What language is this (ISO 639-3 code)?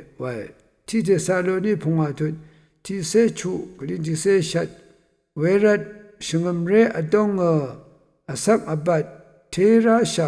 raw